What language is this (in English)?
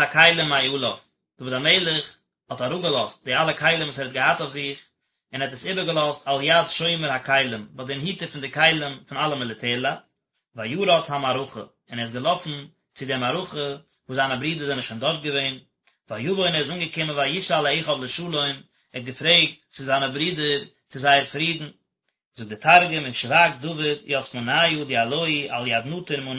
Yiddish